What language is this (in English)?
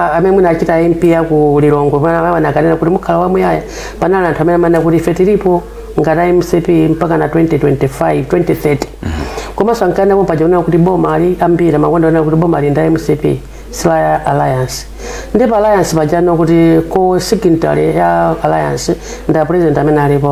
Nyanja